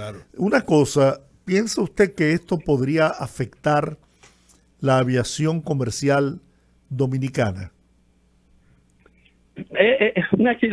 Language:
Spanish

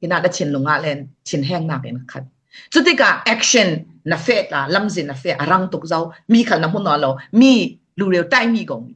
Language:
Falam Chin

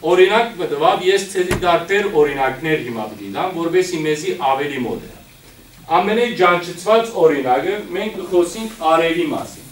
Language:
Western Armenian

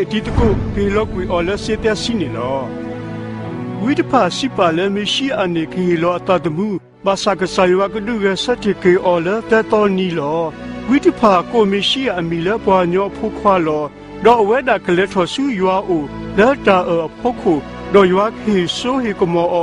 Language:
S'gaw Karen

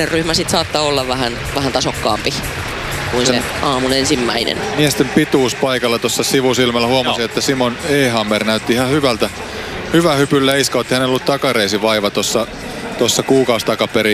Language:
Finnish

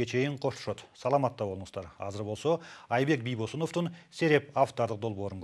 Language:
Kyrgyz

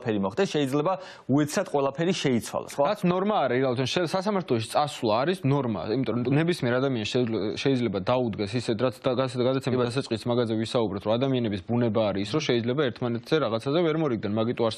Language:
Georgian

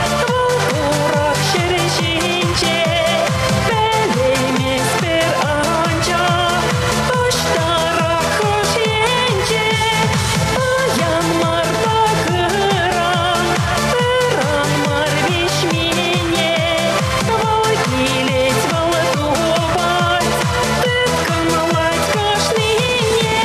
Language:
Chuvash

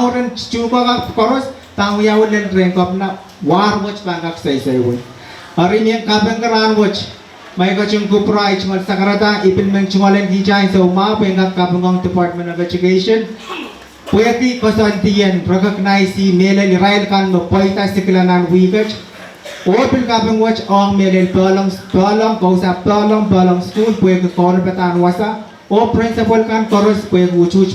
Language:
Pohnpeian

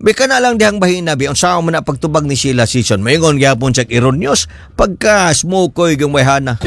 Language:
Cebuano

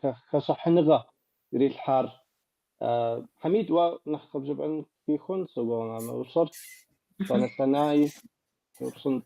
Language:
Kabardian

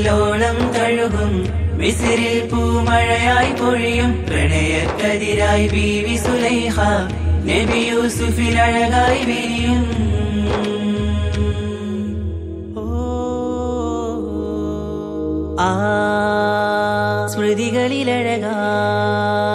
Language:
Malayalam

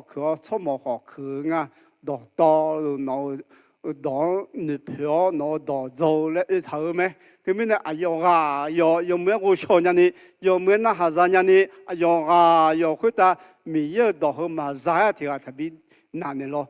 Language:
Akha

